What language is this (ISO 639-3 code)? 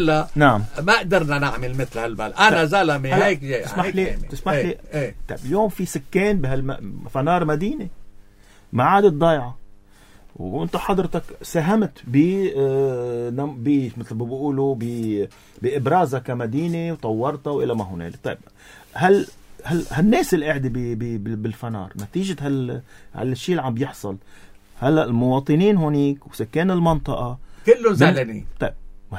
apc